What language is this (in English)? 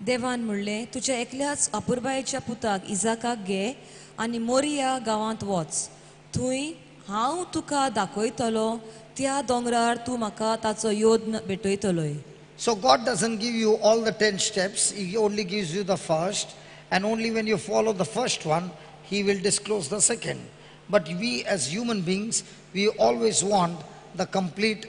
Konkani